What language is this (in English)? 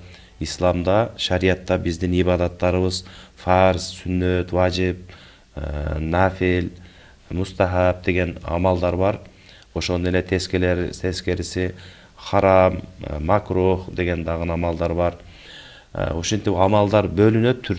Kyrgyz